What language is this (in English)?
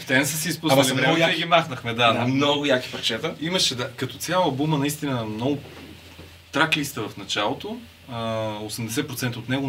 Bulgarian